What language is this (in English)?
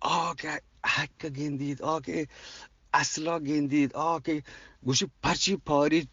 Eastern Balochi